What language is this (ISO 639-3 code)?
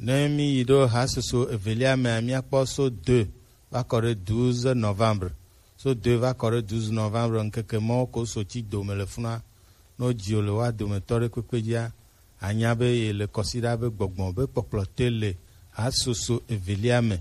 gej